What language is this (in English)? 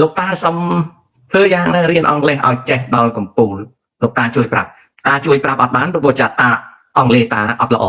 Khmer